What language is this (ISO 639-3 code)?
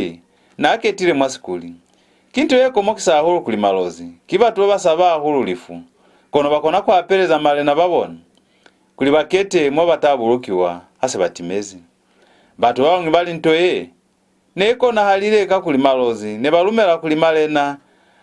loz